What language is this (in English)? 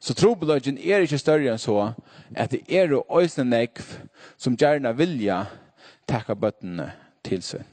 Faroese